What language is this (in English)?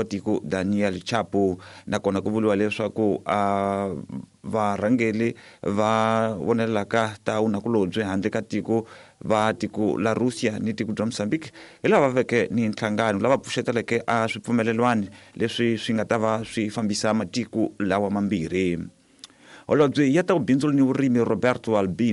Tsonga